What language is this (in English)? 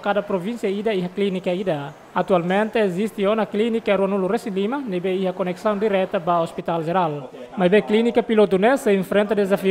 Tetum